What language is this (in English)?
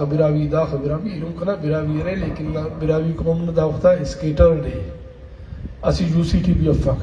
Brahui